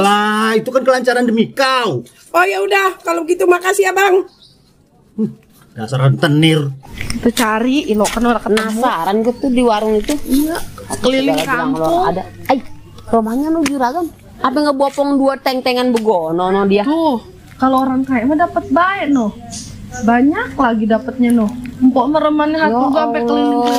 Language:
Betawi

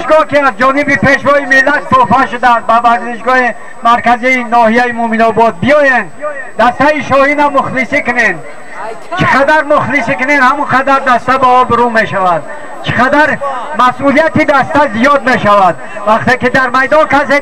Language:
Tajik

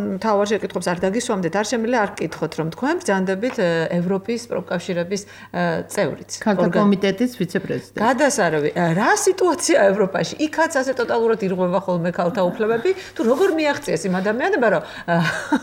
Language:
Georgian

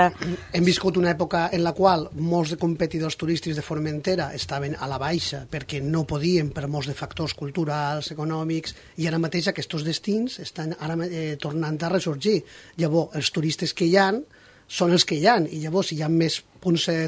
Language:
Catalan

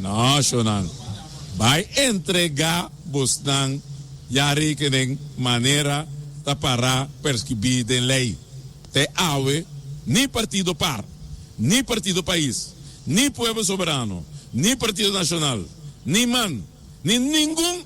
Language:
Papiamento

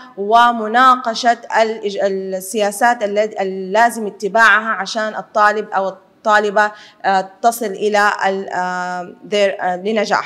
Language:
Arabic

